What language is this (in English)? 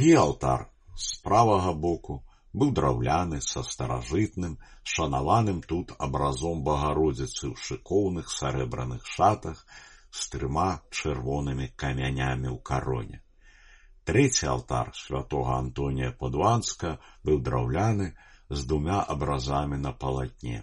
Belarusian